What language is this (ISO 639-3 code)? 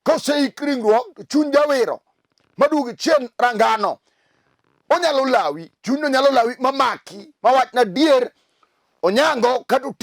luo